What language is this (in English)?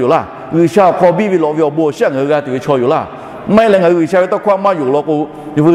Lahu